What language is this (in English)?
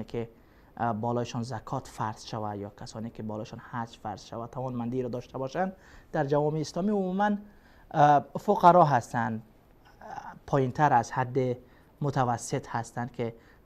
Persian